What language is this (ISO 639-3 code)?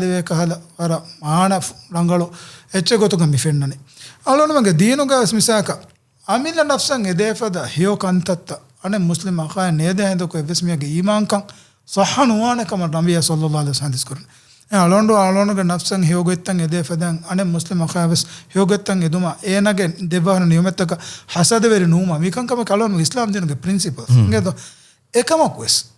div